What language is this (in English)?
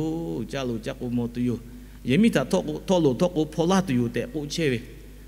Lahu